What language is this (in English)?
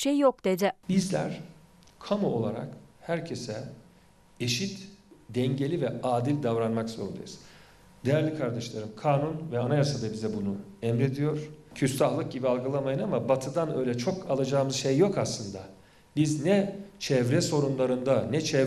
Turkish